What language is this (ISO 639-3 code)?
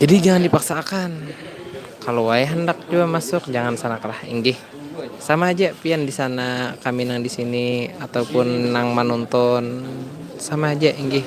bjn